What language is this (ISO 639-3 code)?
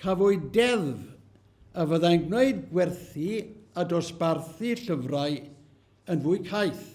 cym